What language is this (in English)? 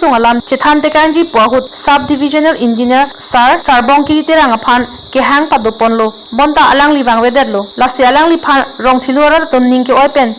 Karbi